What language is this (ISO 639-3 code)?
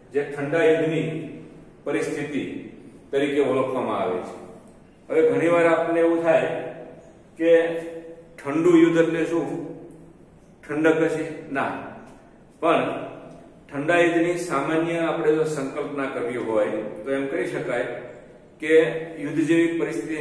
guj